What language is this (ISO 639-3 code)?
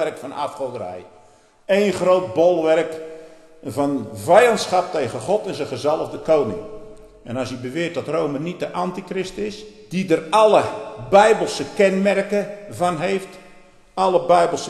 nld